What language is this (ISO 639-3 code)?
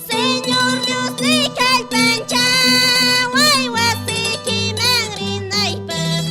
que